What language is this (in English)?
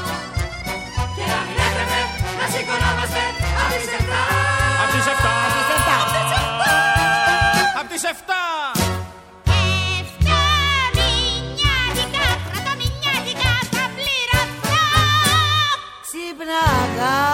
Greek